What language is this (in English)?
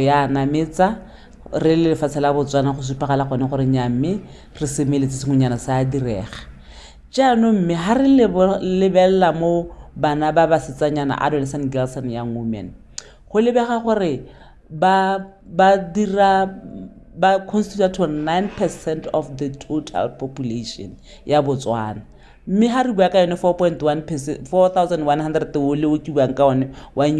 Tswana